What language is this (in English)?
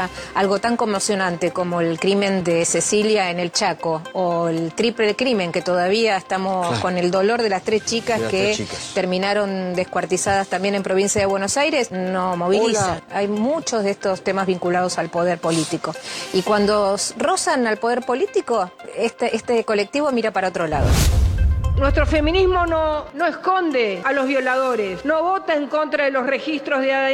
Spanish